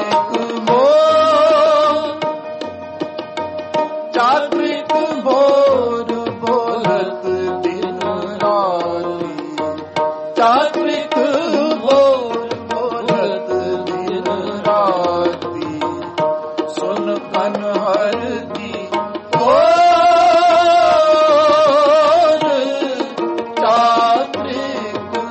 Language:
Punjabi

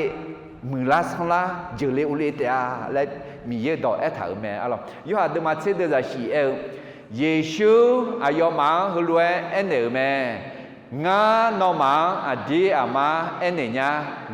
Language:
Akha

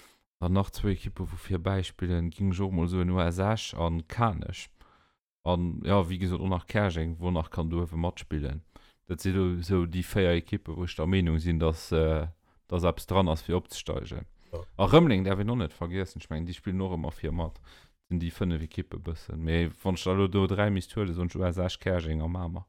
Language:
Luxembourgish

